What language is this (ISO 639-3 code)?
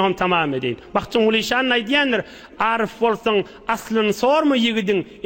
tuk